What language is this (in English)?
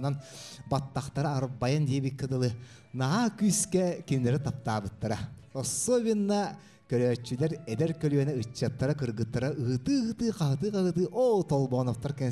Yakut